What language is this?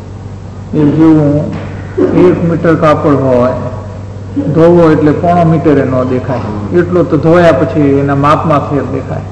Gujarati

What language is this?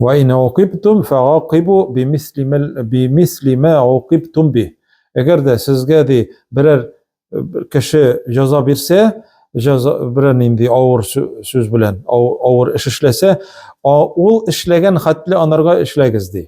Tatar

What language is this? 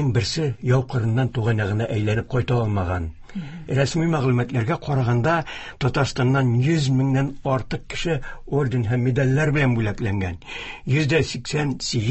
Tatar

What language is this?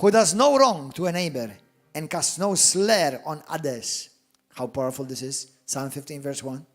English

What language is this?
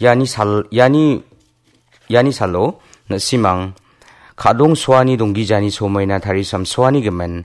Garo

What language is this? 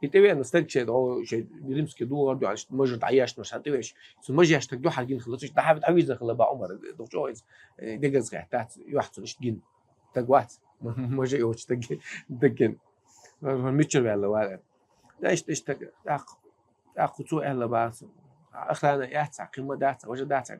Chechen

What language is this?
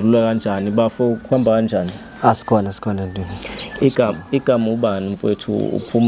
Zulu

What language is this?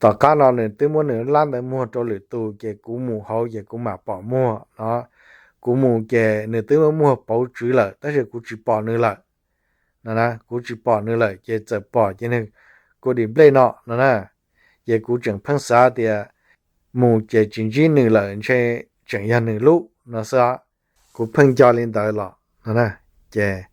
Hmong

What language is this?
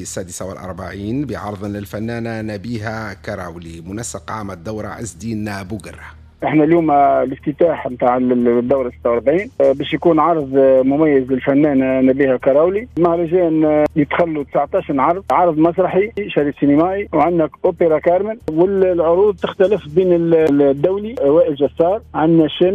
Tunisian Arabic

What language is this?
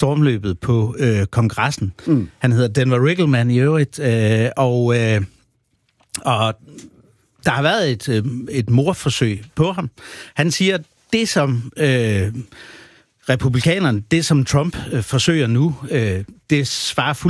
Danish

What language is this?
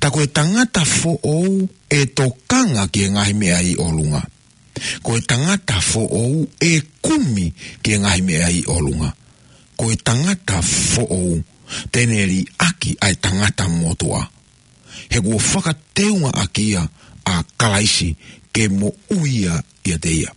Tongan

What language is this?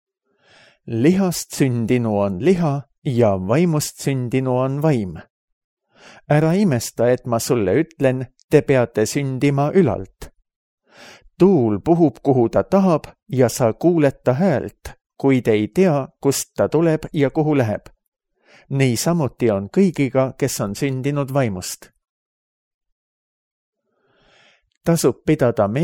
Estonian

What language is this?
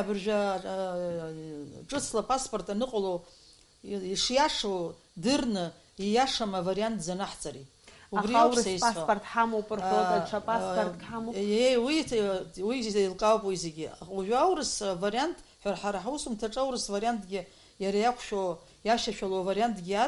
Abkhazian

